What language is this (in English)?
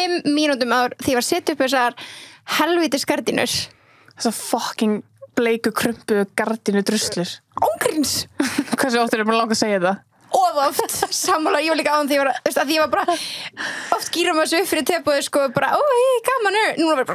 Icelandic